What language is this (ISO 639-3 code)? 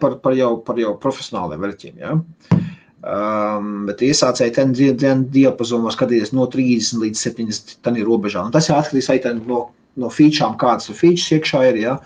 lav